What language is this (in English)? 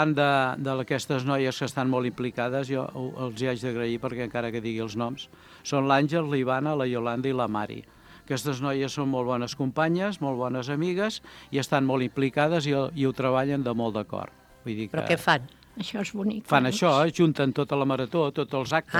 Catalan